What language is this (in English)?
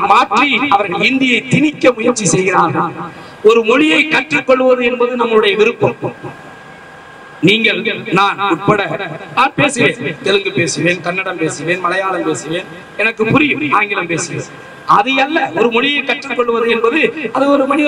Tamil